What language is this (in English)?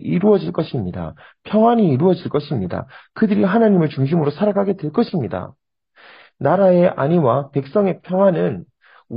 Korean